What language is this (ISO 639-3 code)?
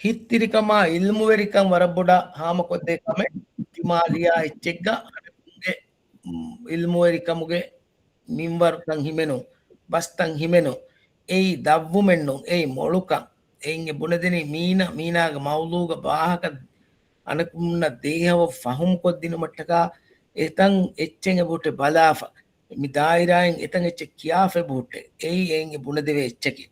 div